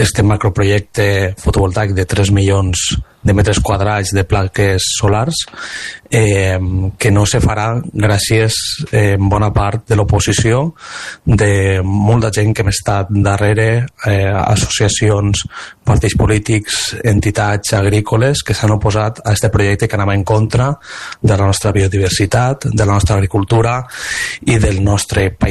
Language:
Catalan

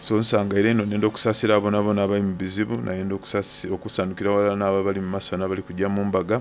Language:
Soga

